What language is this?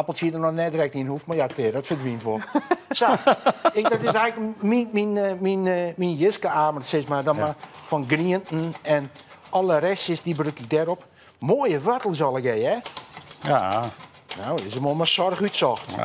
Western Frisian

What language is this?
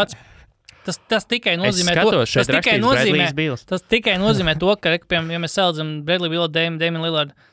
Latvian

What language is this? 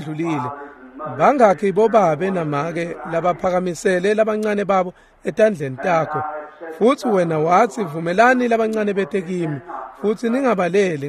Swati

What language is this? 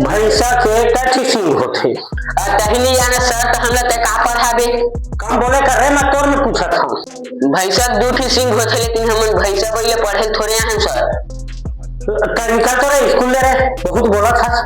Chhattisgarhi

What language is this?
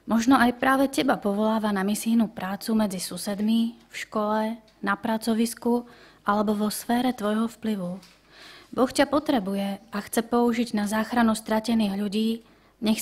Slovak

